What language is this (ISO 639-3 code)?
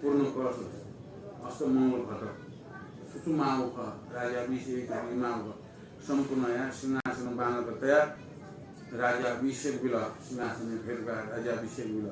new